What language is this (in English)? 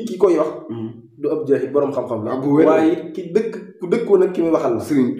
Wolof